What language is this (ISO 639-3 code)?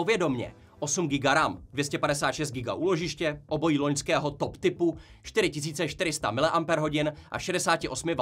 ces